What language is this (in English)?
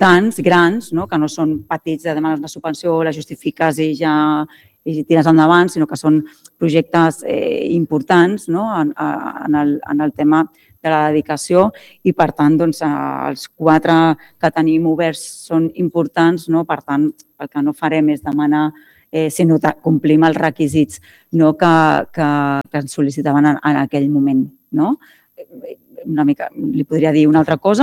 Catalan